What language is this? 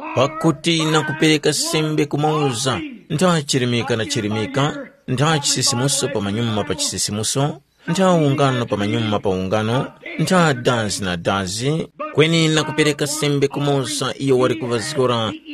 Tumbuka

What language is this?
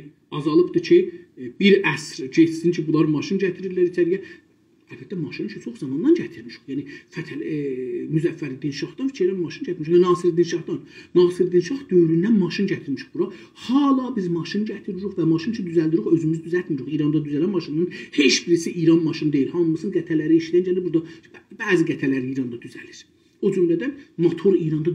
South Azerbaijani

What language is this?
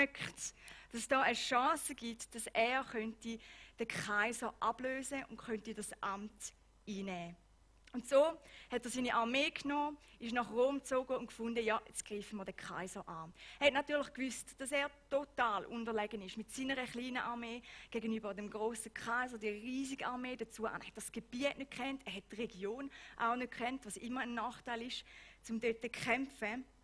Swiss German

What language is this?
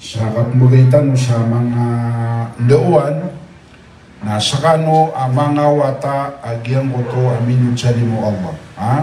Maranao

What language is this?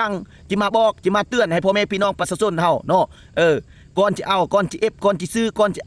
Lao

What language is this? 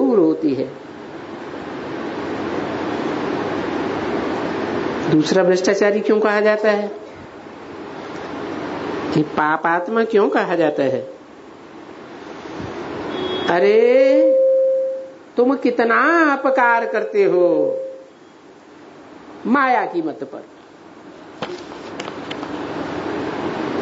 Hindi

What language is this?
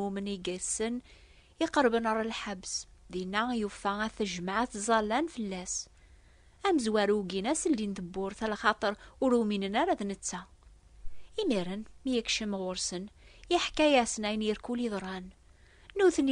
Kabyle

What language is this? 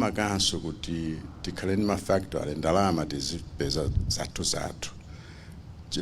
Nyanja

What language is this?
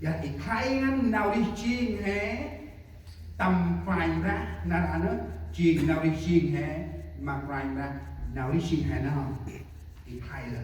Central Mnong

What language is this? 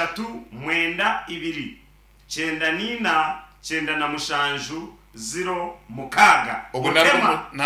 Nyankole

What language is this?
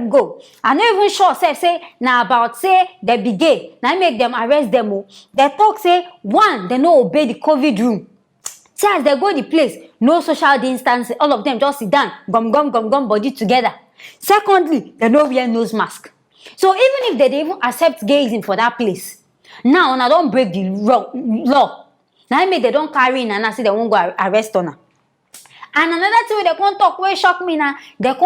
Nigerian Pidgin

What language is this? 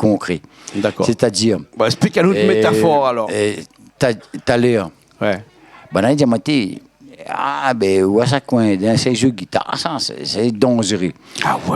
Réunion Creole French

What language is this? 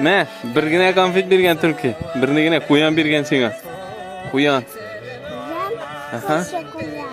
Tatar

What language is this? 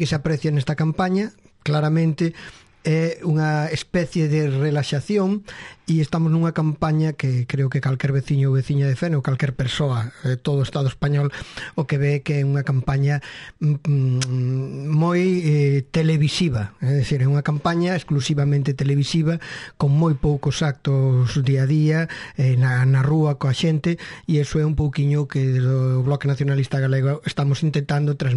Galician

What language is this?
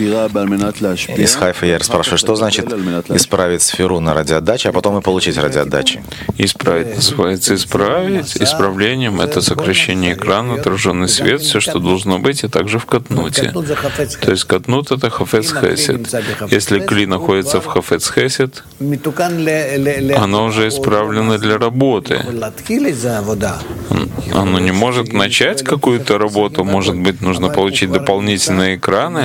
Russian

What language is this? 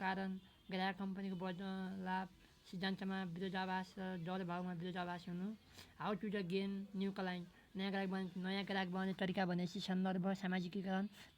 Nepali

